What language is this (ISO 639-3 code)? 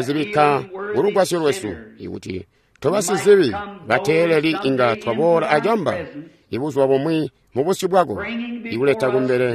toi